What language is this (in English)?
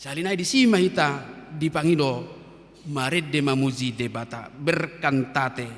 Batak Toba